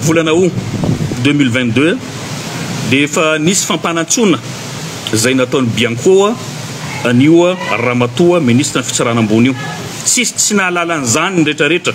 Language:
Malagasy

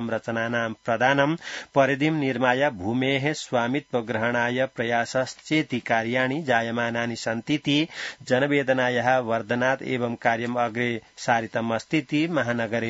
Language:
Sanskrit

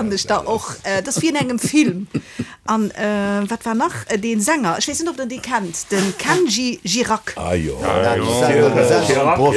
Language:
Luxembourgish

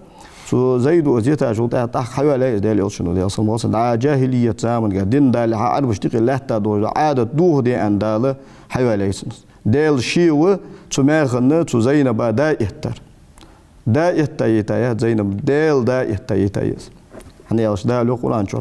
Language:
Ingush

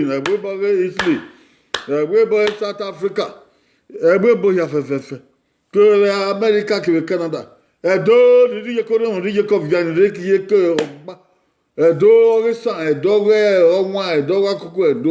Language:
Bini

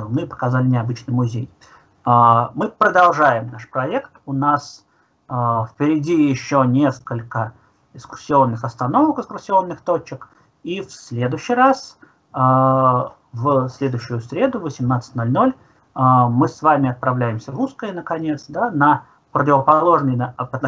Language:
Russian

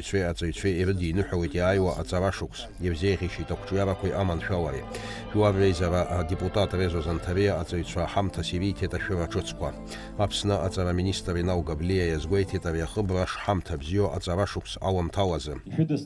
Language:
Abkhazian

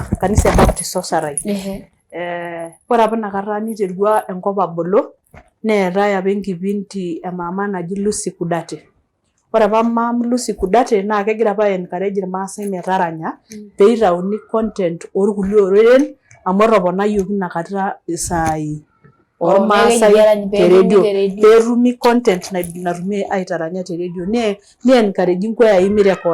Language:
Masai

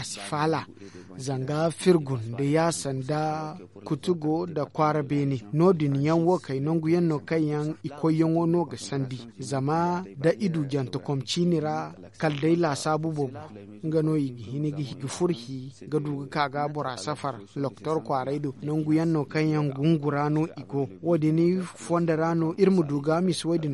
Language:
Zarma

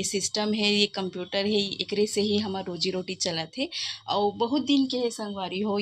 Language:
Chhattisgarhi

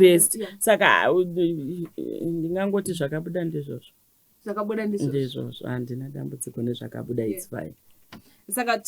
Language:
Shona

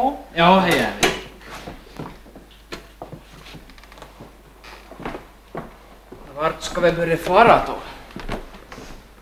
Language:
Swedish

